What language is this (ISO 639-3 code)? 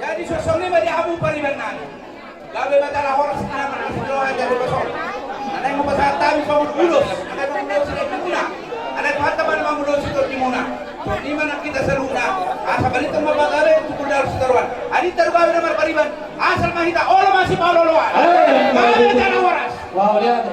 bbc